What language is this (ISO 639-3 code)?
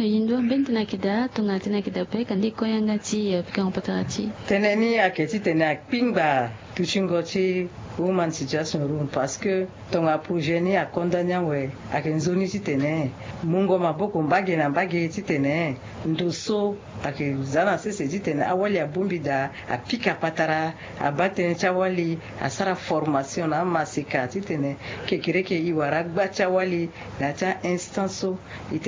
sag